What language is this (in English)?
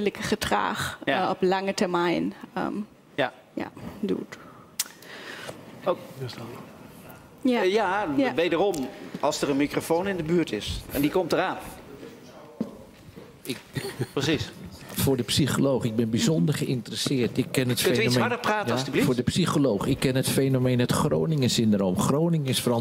Dutch